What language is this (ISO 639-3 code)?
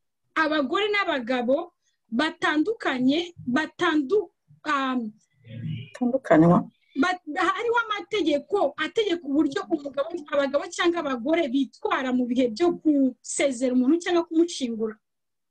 kin